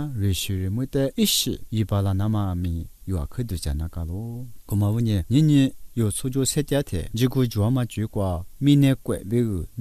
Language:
Lisu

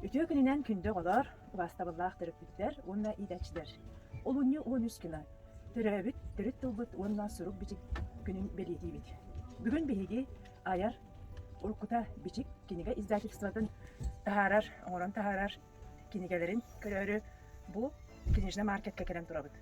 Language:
Yakut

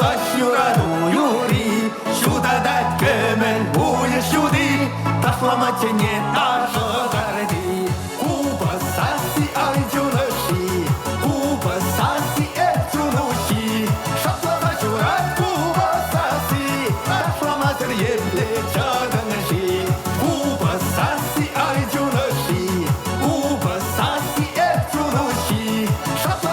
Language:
Chuvash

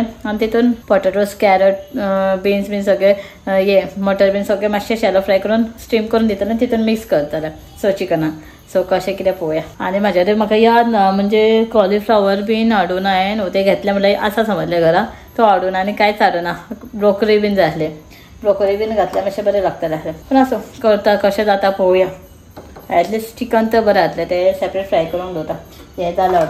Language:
Konkani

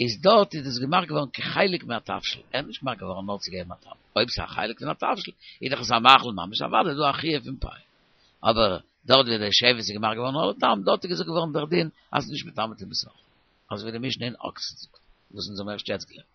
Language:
Yiddish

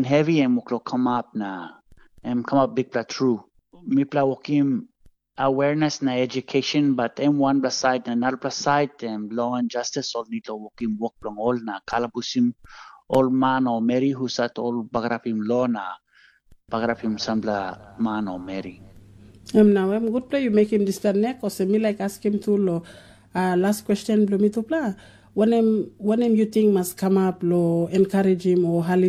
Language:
Tok Pisin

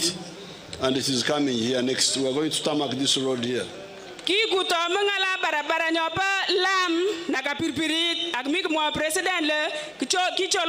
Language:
Nyankole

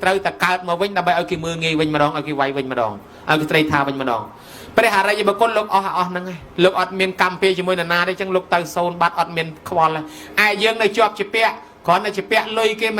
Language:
Khmer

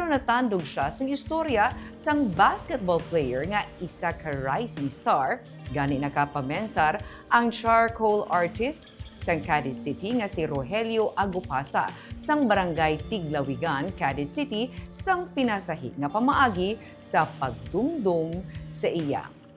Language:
Hiligaynon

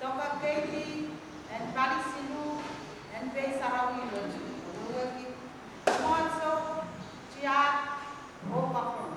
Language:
Pohnpeian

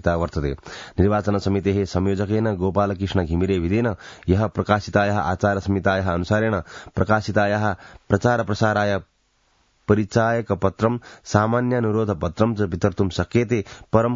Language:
Sanskrit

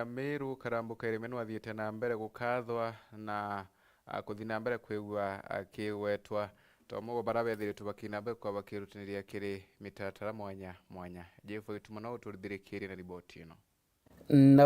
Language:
Meru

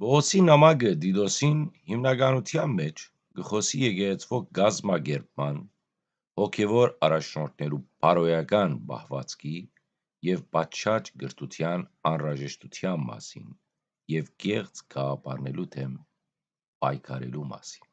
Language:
Western Armenian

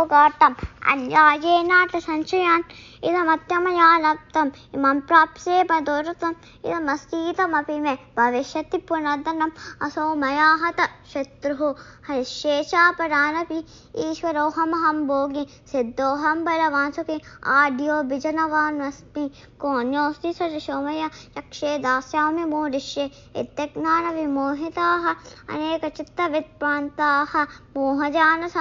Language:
Sanskrit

